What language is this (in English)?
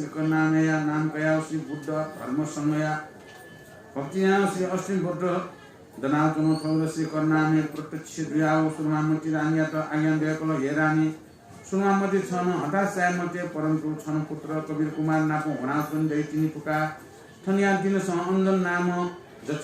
Newari